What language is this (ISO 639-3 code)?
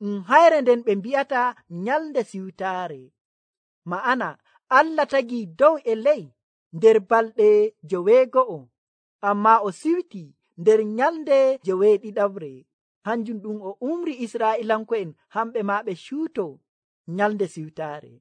fuv